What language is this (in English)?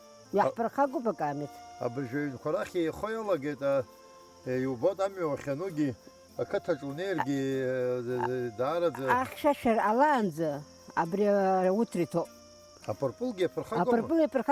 Abkhazian